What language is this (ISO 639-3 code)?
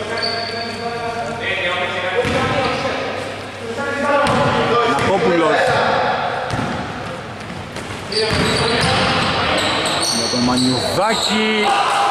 ell